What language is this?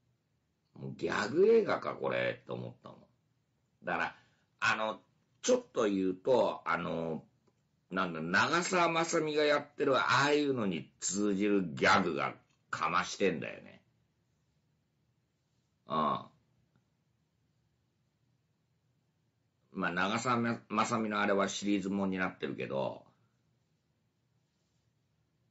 Japanese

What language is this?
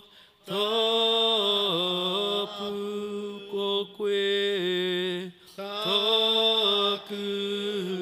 Māori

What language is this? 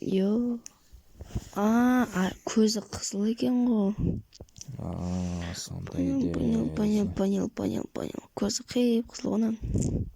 Kazakh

